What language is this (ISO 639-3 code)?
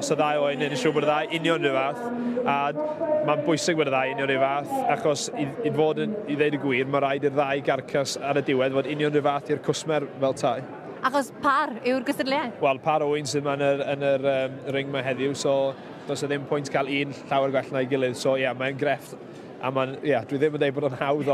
cym